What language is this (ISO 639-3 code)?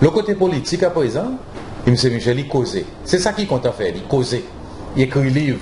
crs